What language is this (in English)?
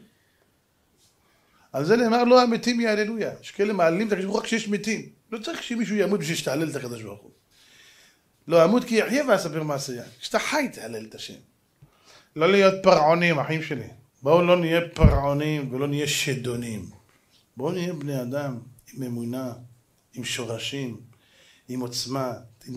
Hebrew